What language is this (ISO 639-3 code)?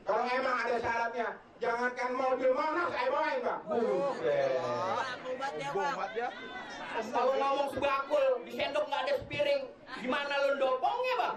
bew